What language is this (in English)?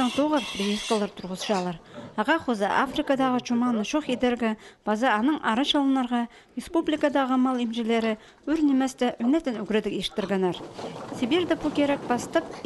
Khakas